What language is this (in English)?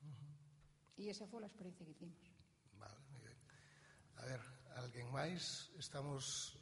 Galician